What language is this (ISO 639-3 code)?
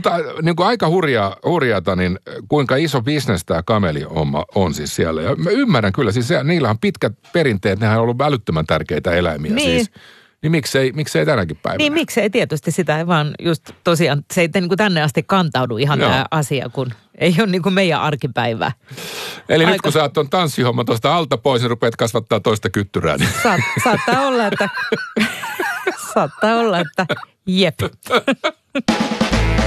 fin